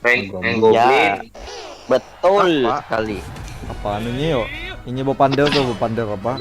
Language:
Banjar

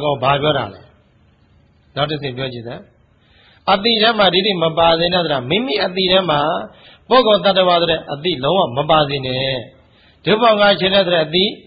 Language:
Burmese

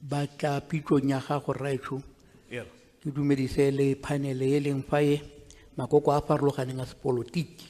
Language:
Tswana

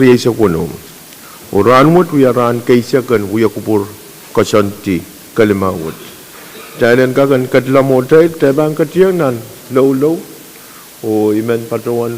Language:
Pohnpeian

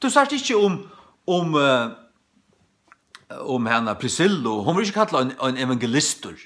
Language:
Faroese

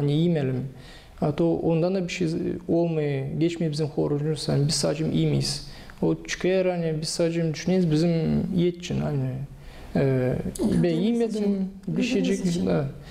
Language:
Gagauz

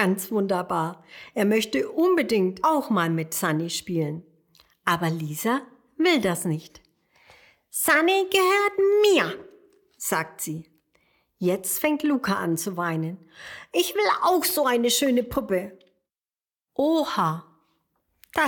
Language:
German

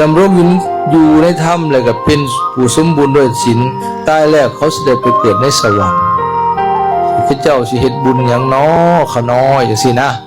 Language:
Lao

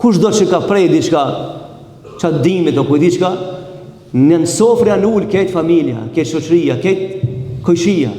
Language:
Albanian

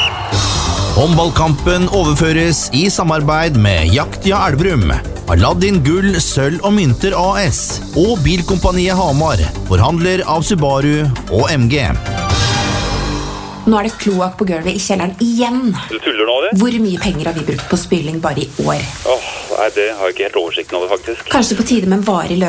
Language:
Norwegian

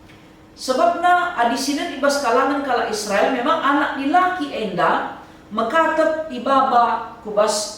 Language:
Batak Karo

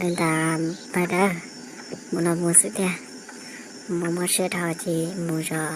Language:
Hmong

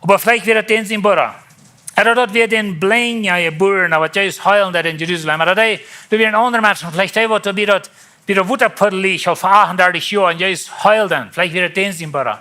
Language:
Plautdietsch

